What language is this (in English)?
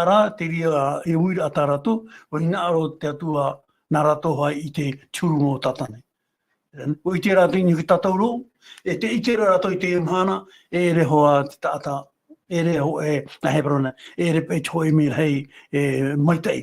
Tahitian